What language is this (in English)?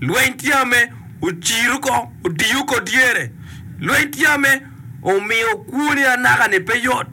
Acoli